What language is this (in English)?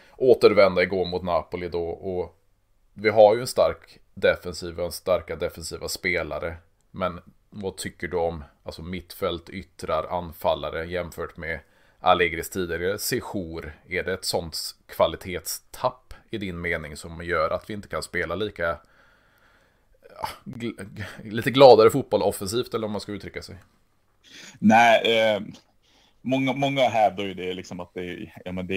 Swedish